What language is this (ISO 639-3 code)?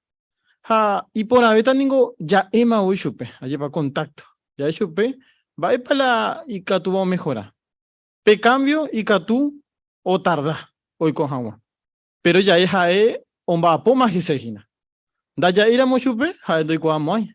grn